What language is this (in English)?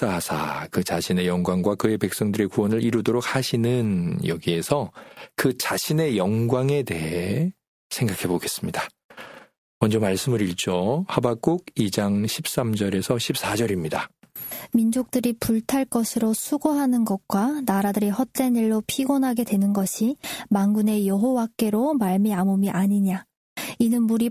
Korean